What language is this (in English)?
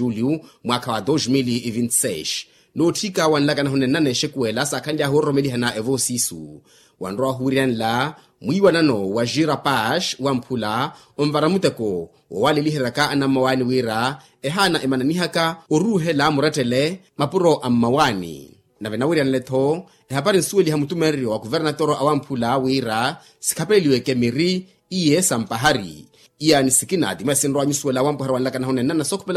Makhuwa